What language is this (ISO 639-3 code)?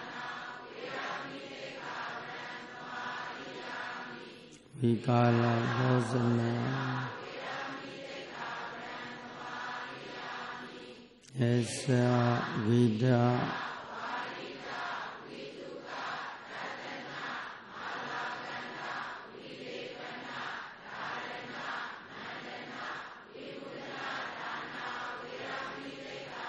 mya